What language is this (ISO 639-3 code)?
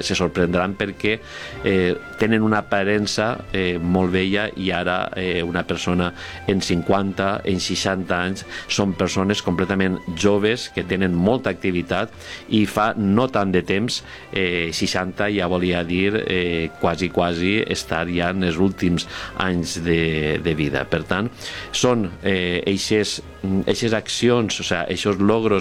cat